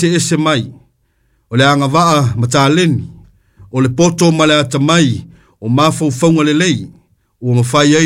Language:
Samoan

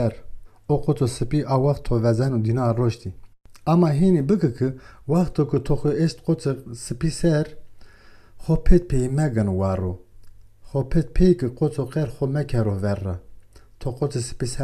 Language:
Zaza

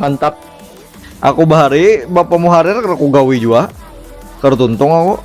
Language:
Banjar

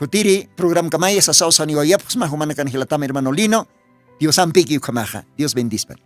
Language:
Aymara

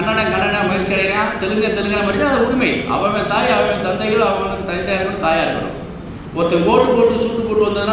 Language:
Tamil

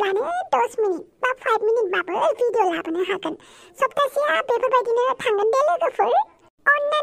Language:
Bodo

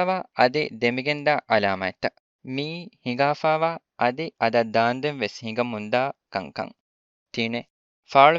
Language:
Divehi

